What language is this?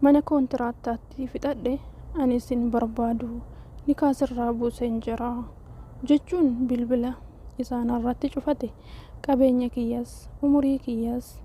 Oromo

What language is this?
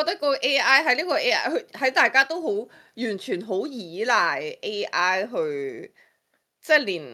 Cantonese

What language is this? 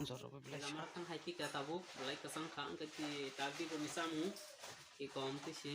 Kok Borok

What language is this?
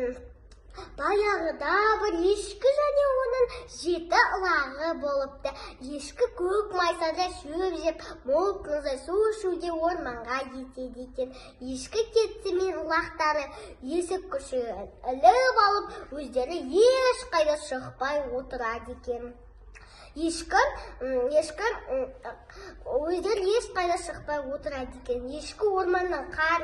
Kazakh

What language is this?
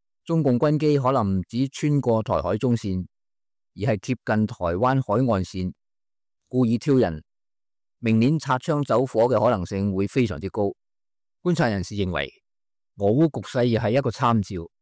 Cantonese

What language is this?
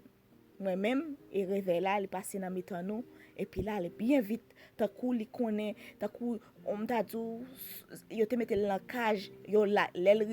Haitian Creole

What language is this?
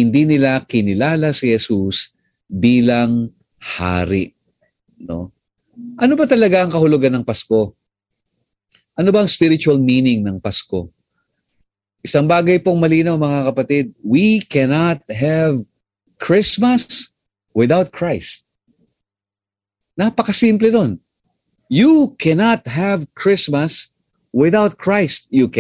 Filipino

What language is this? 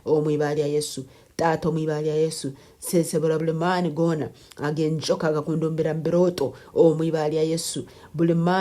Nyankole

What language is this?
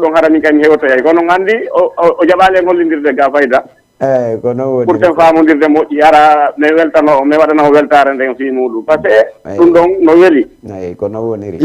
Fula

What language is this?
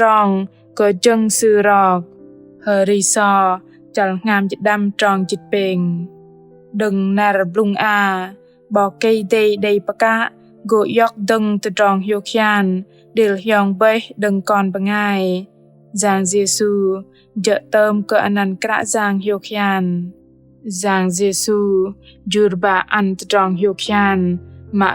Bahnar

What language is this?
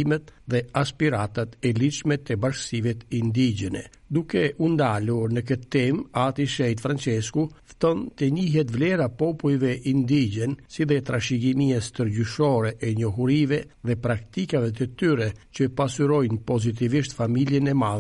Albanian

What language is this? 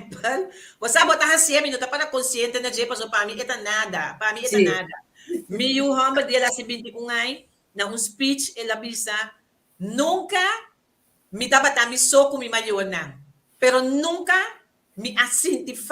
Papiamento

